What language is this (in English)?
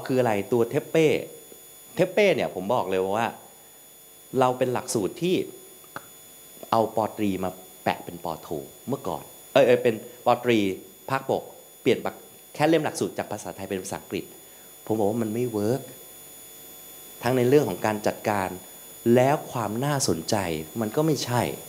Thai